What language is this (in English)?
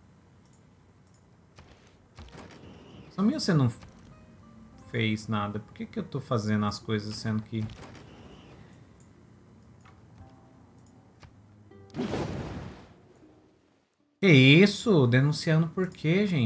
Portuguese